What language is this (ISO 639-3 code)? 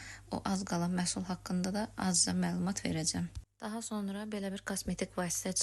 aze